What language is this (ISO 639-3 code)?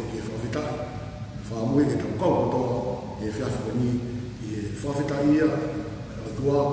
ton